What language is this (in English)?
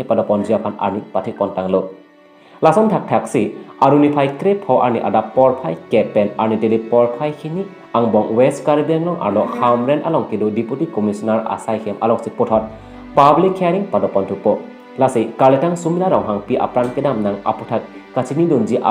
Karbi